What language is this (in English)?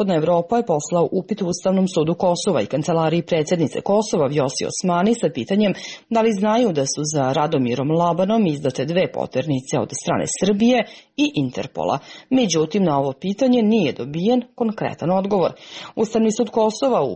Serbian